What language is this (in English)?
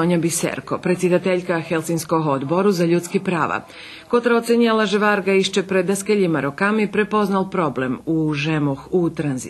Rusyn